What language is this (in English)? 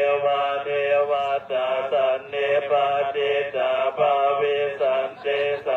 Pali